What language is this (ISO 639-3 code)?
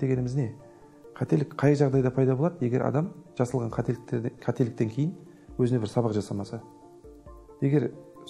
kaz